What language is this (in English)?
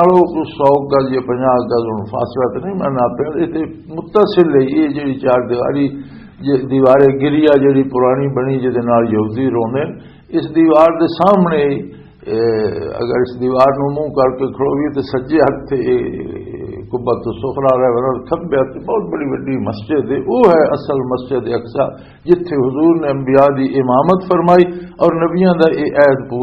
Western Panjabi